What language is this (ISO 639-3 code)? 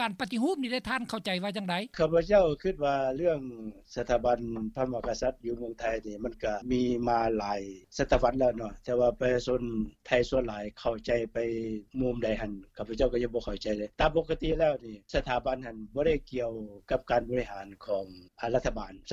lao